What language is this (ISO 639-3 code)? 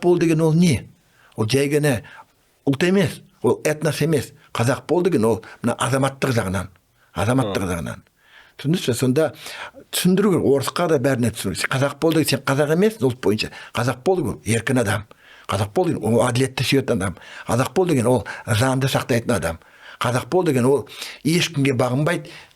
kaz